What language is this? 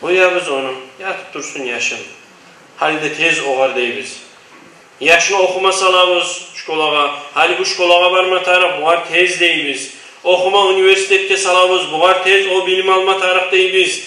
Kumyk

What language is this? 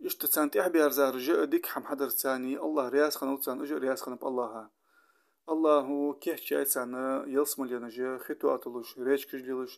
Ingush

